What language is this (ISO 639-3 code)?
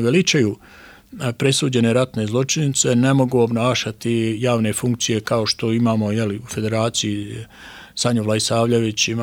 bos